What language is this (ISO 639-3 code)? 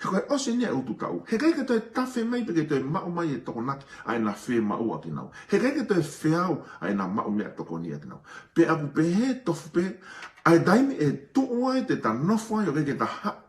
ton